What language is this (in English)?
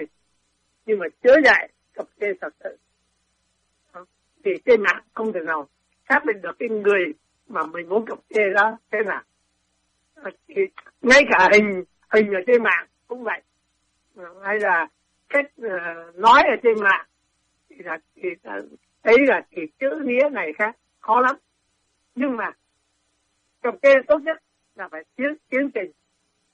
Vietnamese